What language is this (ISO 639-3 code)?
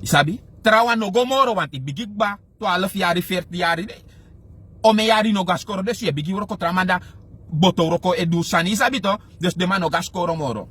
srn